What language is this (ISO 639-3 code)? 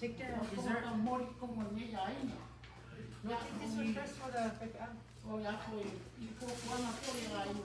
smo